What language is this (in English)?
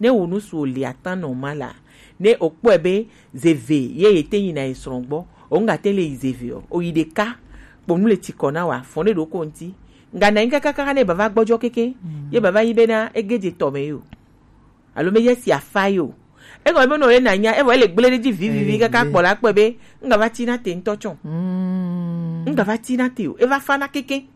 Gen